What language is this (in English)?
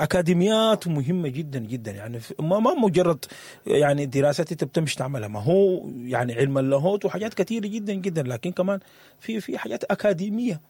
Sudanese Arabic